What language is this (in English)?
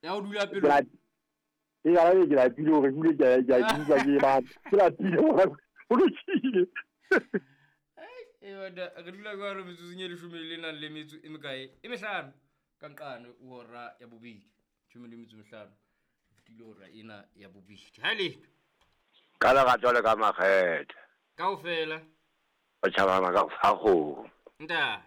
Southern Sotho